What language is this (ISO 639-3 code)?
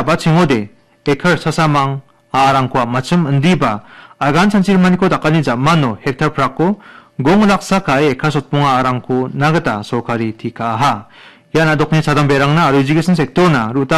grt